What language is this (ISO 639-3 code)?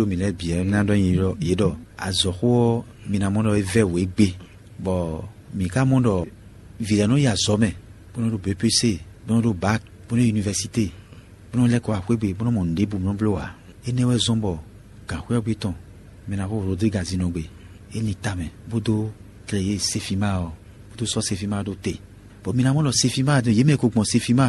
fon